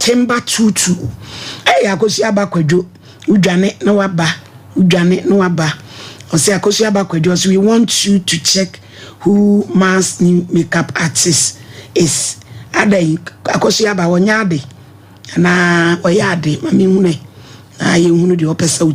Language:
Akan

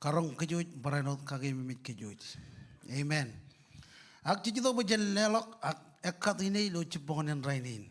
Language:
Marshallese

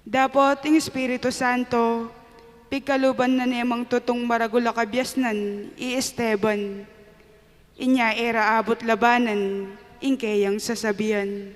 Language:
Pampanga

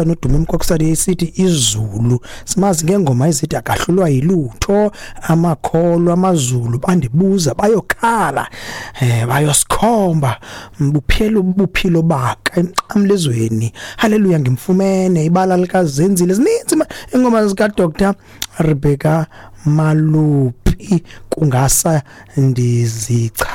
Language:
Xhosa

